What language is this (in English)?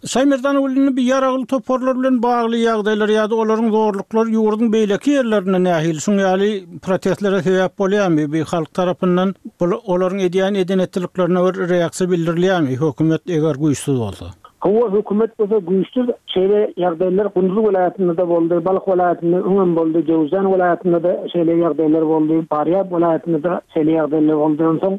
Turkmen